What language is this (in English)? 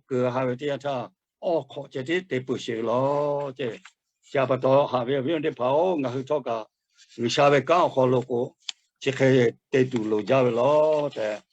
Lahu